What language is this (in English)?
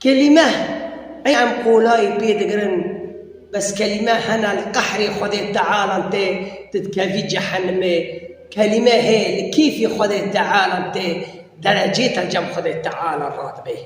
Kurdish